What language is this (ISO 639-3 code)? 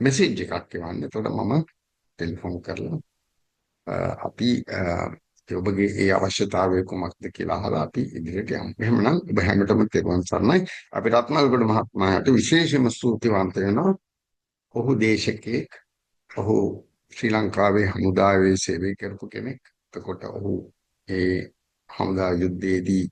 sin